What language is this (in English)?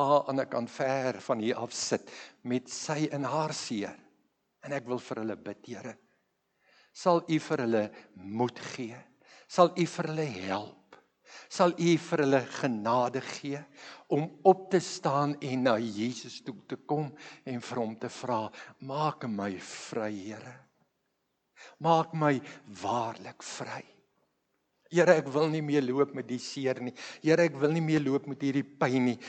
Afrikaans